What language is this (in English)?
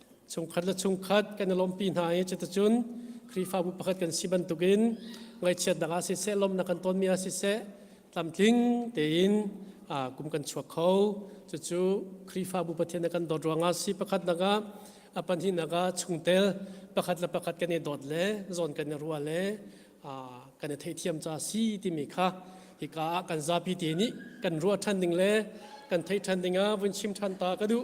Hakha Chin